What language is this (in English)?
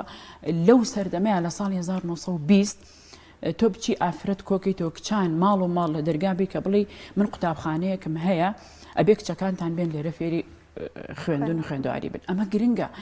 Central Kurdish